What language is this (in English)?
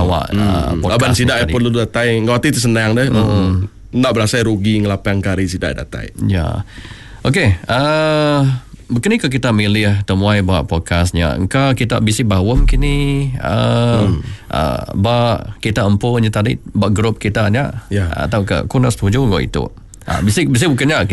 Iban